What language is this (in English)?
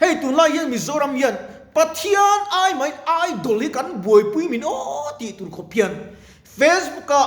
Mizo